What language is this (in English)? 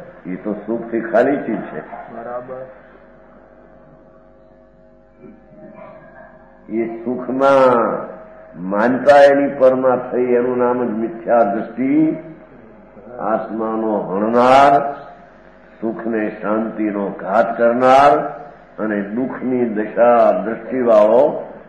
Gujarati